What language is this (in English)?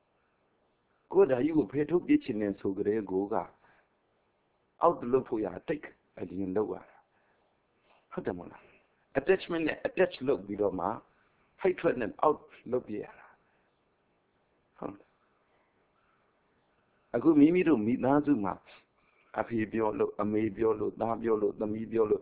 Burmese